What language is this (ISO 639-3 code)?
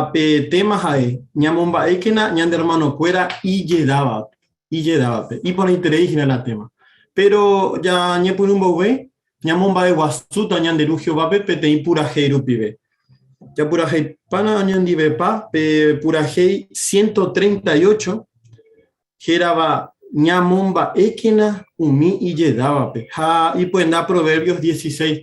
grn